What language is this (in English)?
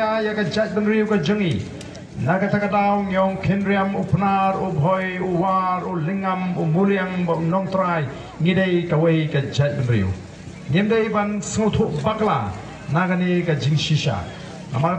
Khasi